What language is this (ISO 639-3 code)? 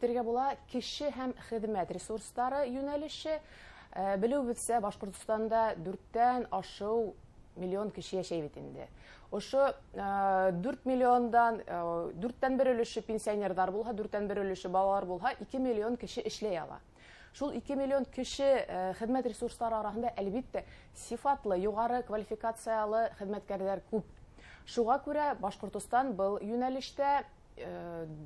bak